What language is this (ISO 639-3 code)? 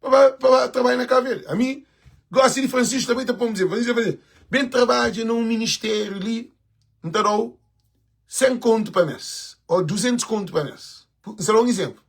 kea